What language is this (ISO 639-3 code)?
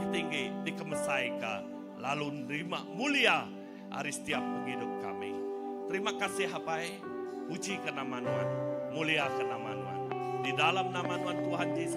iba